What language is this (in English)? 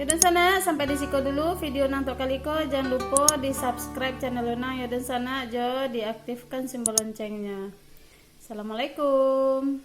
Minangkabau